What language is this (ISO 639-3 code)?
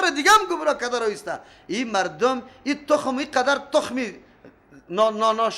fas